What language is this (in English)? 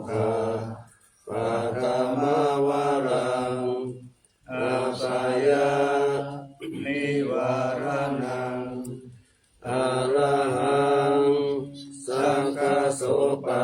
Pali